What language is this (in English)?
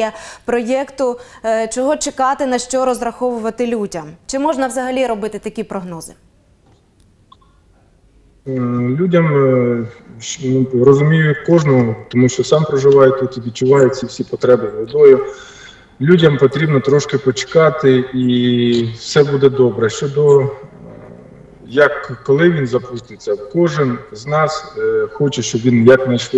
Ukrainian